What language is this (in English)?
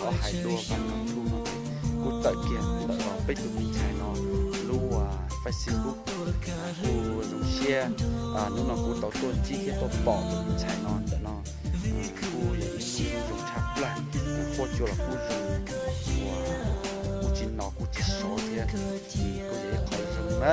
Hmong